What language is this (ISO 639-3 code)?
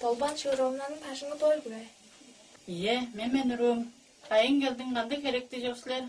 tyv